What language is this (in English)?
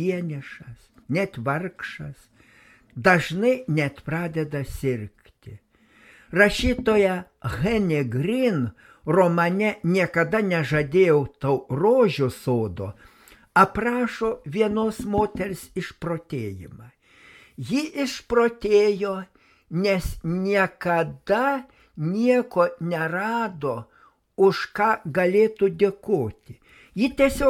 Lithuanian